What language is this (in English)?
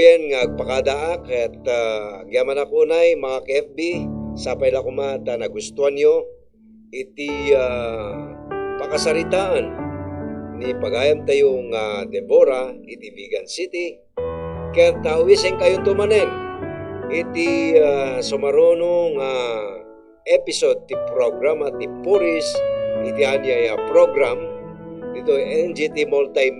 Iloko